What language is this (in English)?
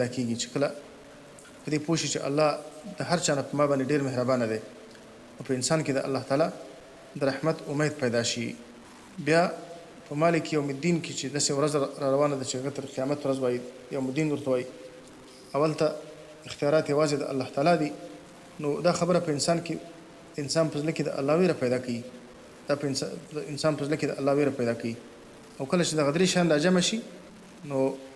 Pashto